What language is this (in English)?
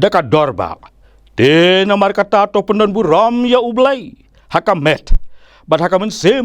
Khasi